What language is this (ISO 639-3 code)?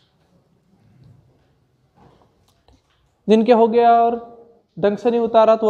hin